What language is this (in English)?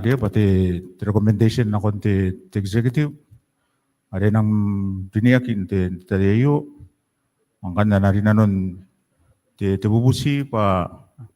Gilbertese